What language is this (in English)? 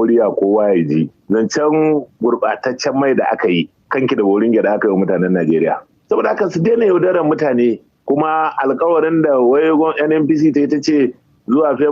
Hausa